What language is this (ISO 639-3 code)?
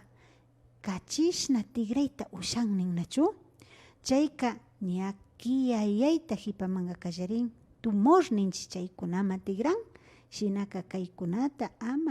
qvi